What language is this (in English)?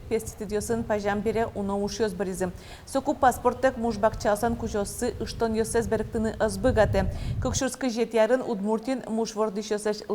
Udmurt